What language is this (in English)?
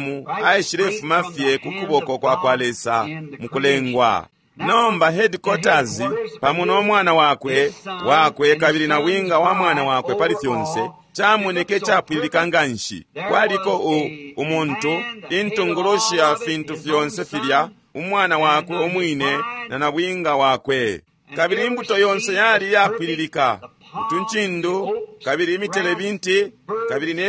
Bemba